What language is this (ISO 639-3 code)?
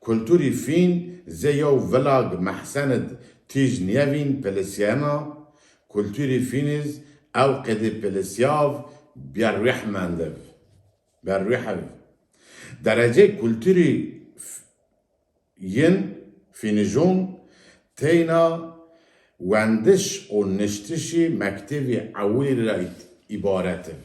zza